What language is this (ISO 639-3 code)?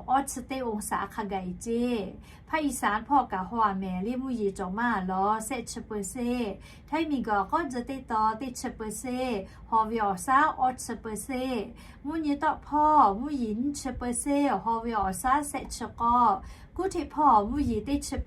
lhu